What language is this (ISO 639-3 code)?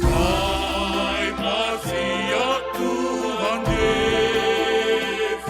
bts